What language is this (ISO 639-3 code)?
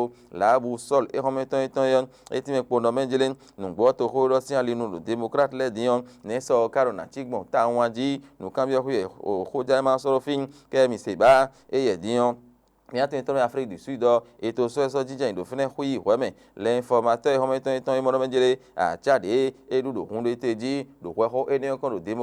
fon